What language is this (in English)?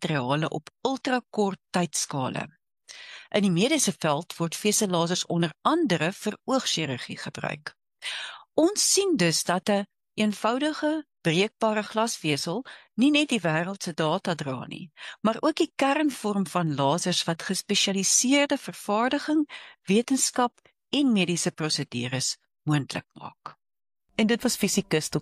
Afrikaans